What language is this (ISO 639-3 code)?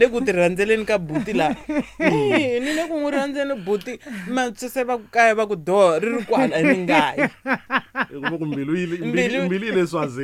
tso